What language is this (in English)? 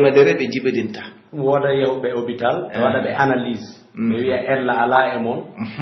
Pular